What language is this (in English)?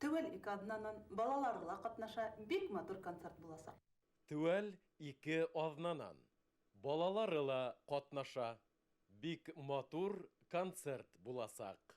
Bashkir